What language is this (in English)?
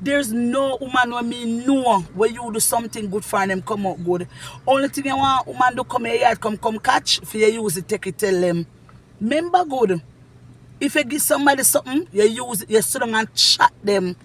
Jamaican Creole English